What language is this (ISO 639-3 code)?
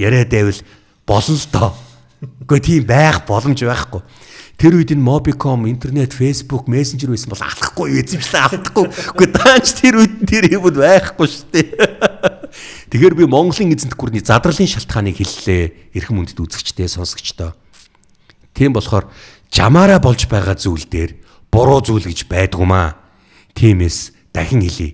mon